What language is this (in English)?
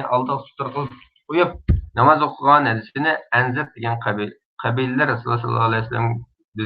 Uyghur